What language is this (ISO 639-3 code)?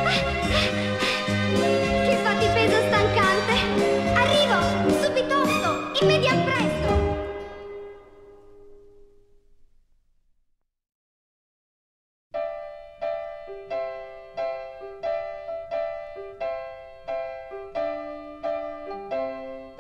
ita